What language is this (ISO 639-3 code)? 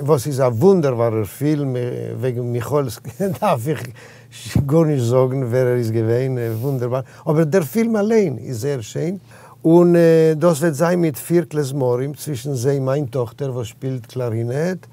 yid